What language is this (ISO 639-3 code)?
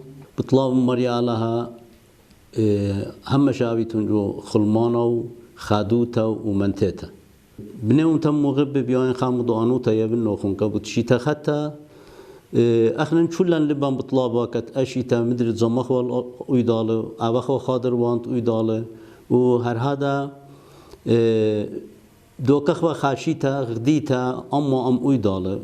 aii